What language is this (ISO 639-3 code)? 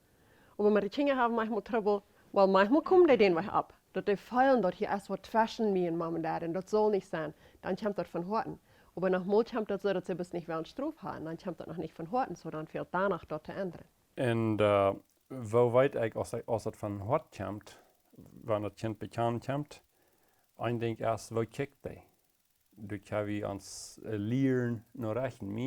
pdt